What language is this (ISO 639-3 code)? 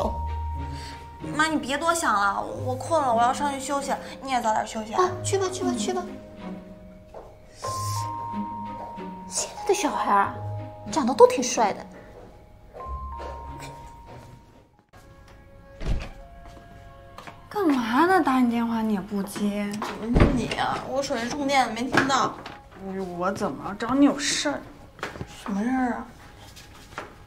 zho